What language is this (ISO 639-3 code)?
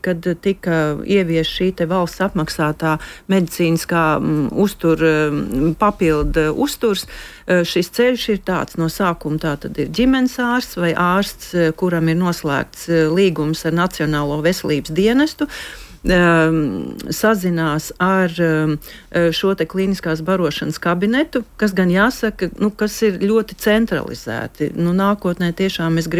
lav